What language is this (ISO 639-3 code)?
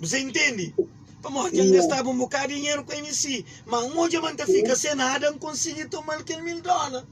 kea